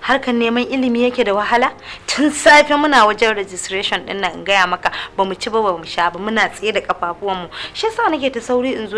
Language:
Hausa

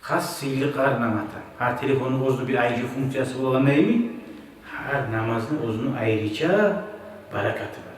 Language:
Kumyk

